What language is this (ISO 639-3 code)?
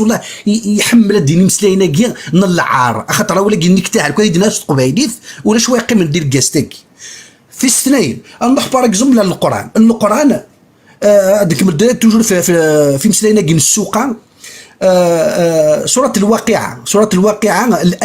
kab